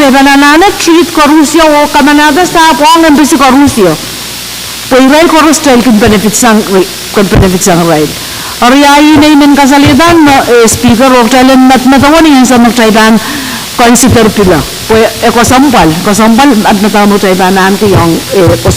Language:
Pohnpeian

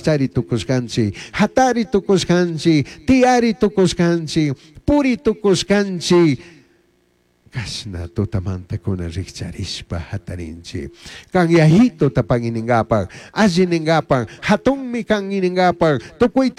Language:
Chimborazo Highland Quichua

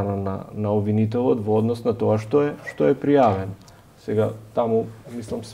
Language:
Macedonian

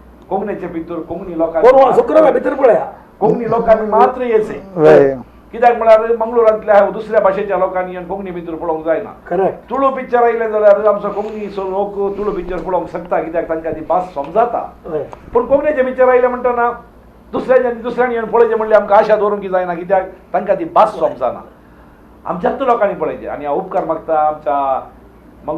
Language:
Konkani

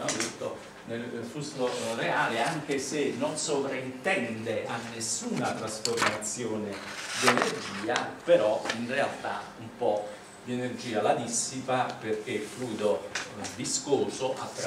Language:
Italian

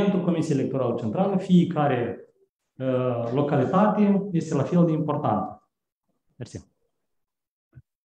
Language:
Romanian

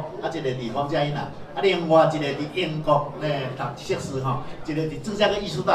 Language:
Min Nan Chinese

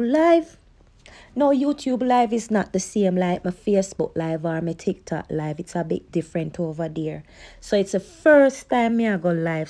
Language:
Jamaican Creole English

